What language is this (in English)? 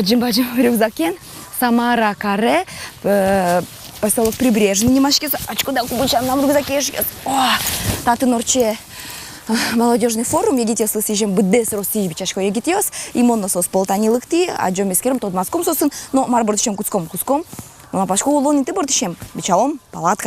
Udmurt